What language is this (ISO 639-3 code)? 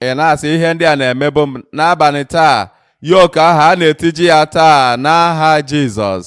ibo